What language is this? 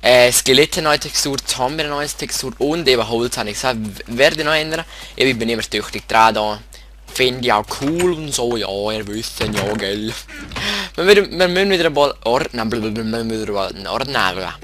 Swiss German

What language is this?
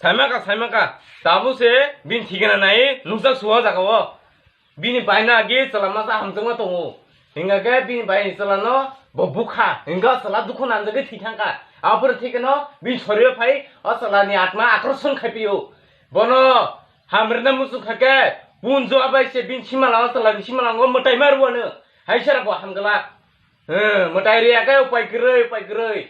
Kok Borok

